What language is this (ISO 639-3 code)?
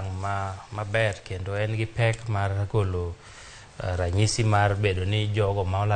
luo